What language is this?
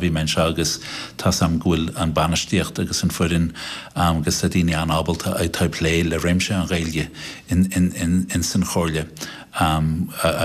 Irish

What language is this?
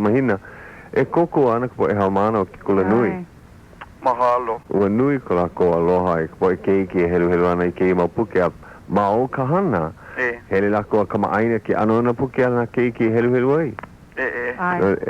Hawaiian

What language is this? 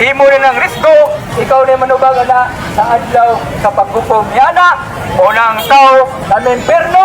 Cebuano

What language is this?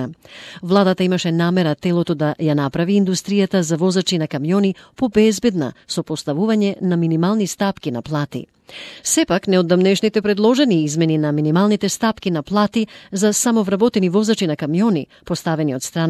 Macedonian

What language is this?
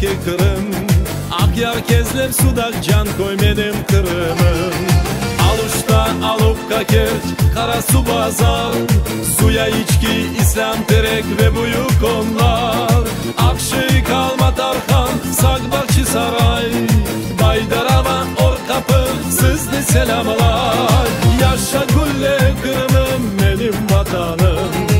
Crimean Tatar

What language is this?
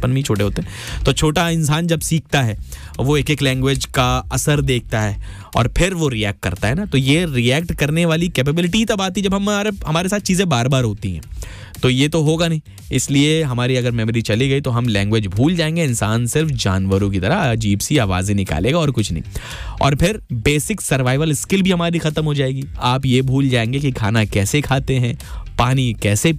Hindi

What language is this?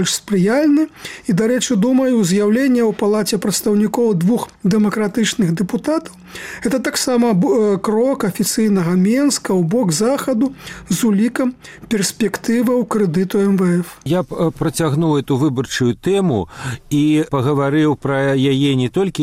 Belarusian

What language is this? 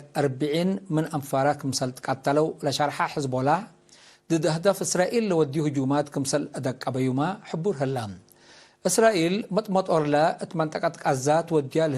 Tigre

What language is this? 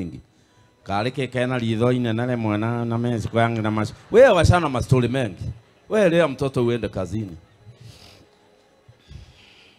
Swahili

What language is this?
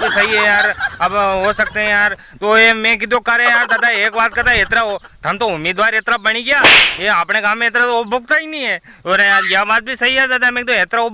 Rajasthani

